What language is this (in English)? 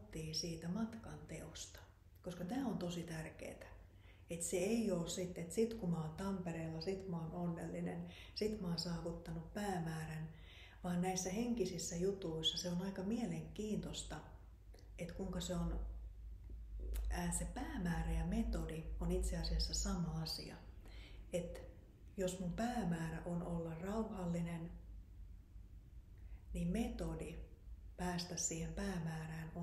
Finnish